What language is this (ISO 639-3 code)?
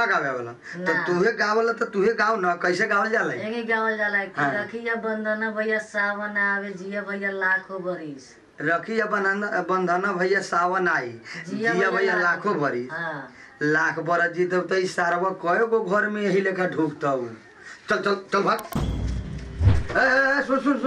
bho